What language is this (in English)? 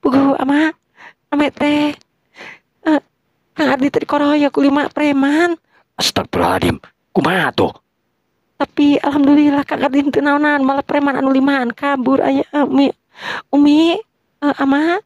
Sundanese